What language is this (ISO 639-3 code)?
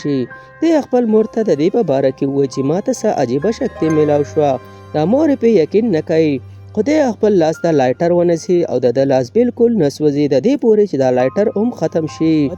pus